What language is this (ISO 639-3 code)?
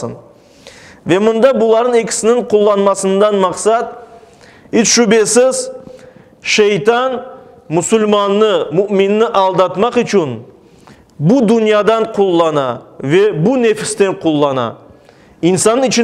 crh